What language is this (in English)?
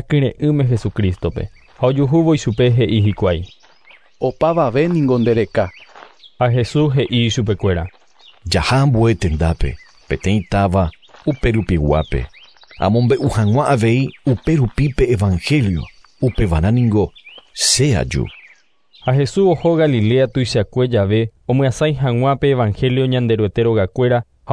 Guarani